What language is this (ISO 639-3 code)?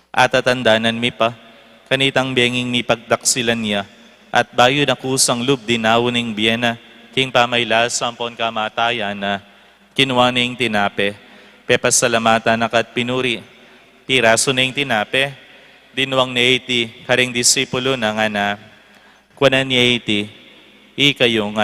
pam